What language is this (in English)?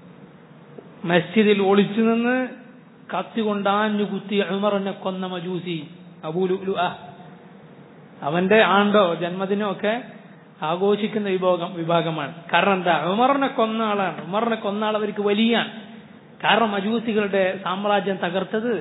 Malayalam